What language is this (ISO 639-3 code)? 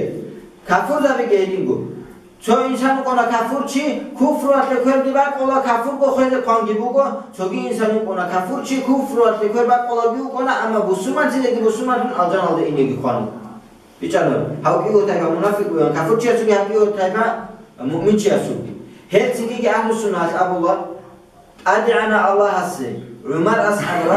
ava